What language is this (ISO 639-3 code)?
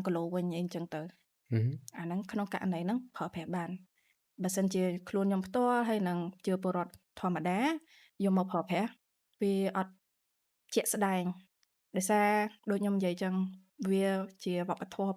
khm